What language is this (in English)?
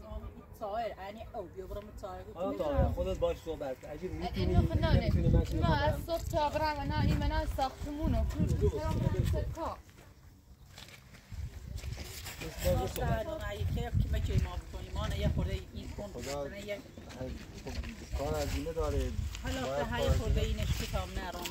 Persian